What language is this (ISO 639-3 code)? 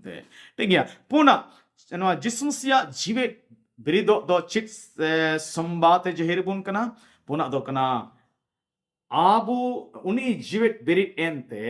sat